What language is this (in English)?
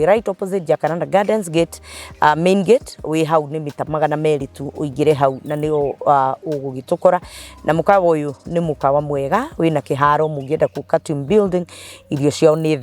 Kikuyu